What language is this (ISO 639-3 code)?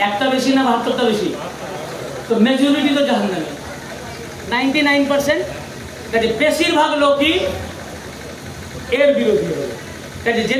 ben